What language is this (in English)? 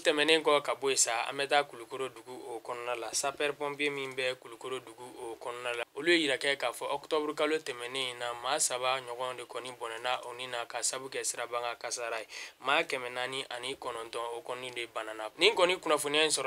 Bambara